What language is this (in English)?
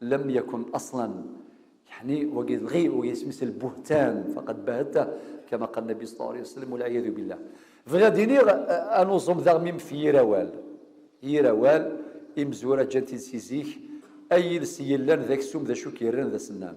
Kabyle